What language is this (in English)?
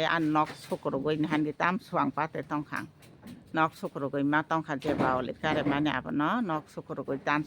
Kok Borok